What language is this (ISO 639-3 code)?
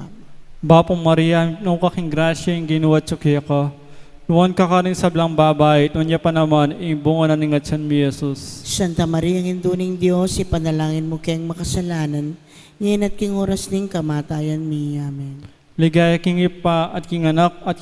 pam